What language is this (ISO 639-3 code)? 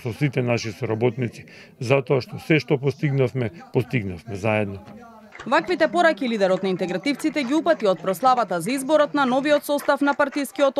mkd